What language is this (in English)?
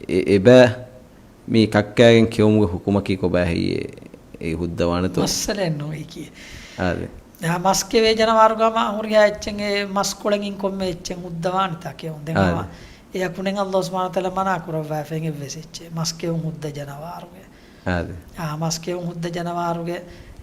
Divehi